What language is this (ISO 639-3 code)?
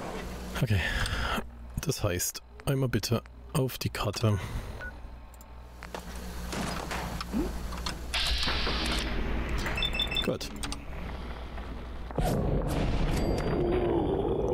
deu